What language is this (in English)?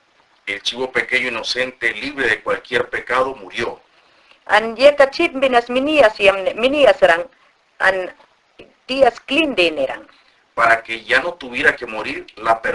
Mayangna